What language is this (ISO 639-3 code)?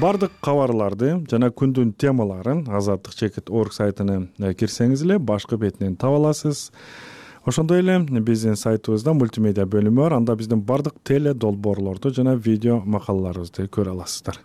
kir